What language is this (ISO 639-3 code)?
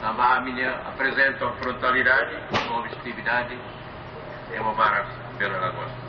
tet